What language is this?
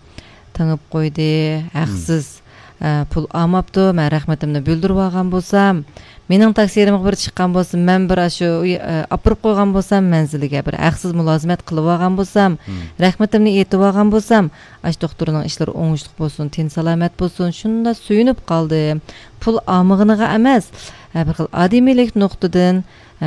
Uyghur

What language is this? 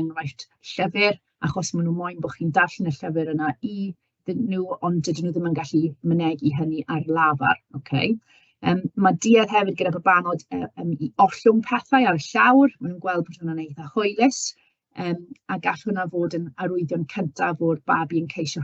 Welsh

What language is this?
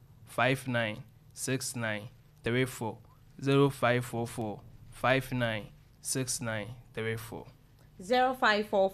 Akan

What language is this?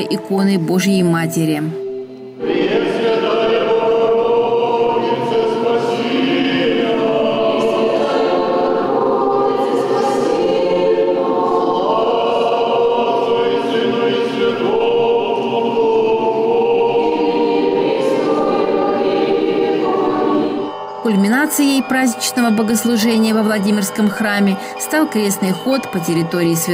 Russian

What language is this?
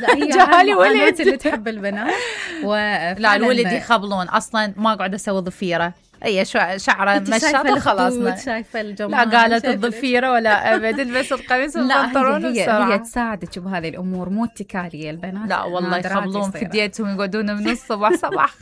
Mesopotamian Arabic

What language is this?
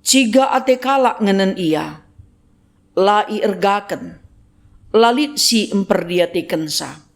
Batak Karo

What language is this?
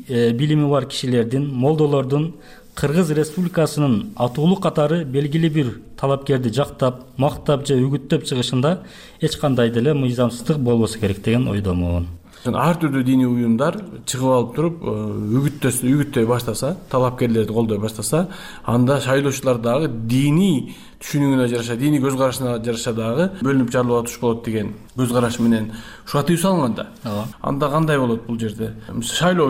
Kyrgyz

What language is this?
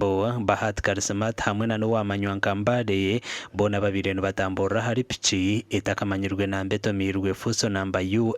Nyankole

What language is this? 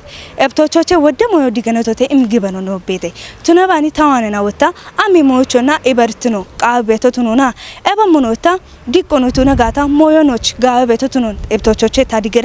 Kafa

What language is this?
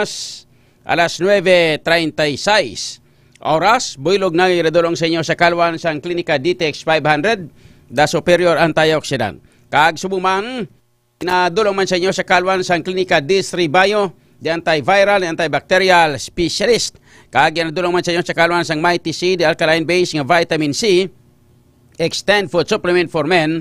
Hiligaynon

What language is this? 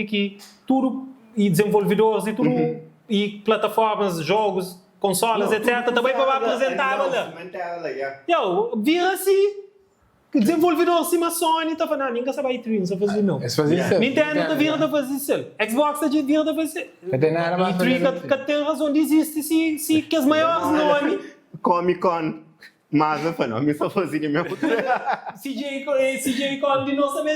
Kabuverdianu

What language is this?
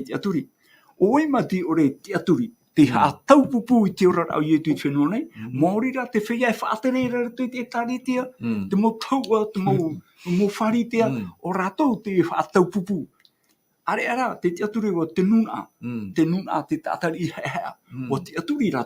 Tahitian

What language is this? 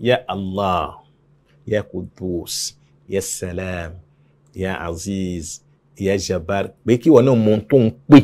Yoruba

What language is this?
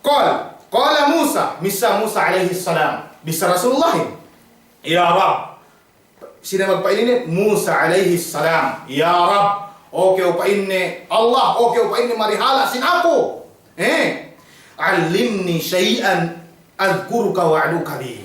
Yakan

